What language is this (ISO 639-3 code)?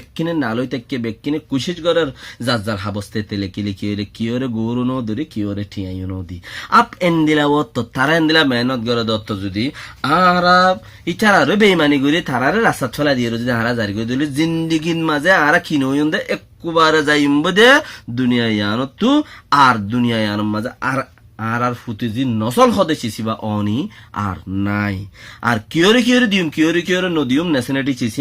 rhg